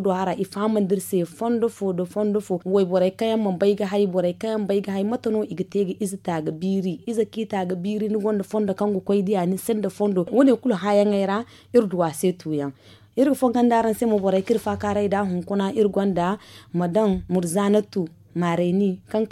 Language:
Zarma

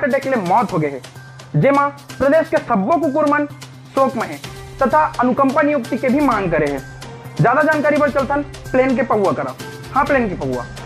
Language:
Chhattisgarhi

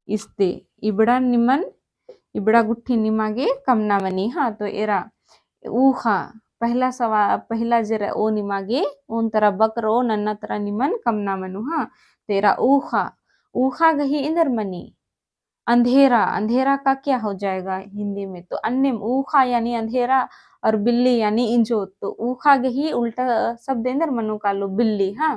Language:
Kurukh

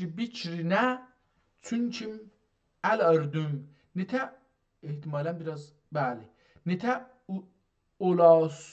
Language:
South Azerbaijani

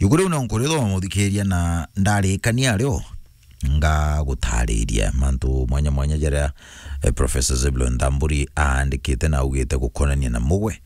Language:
Meru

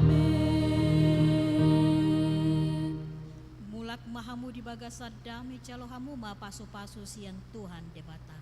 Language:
Batak Toba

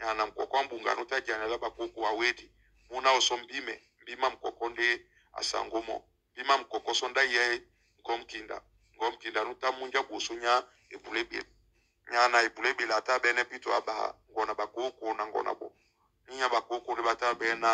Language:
Duala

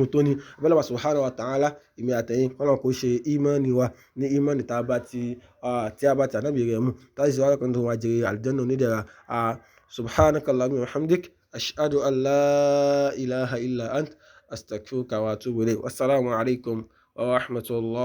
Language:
Yoruba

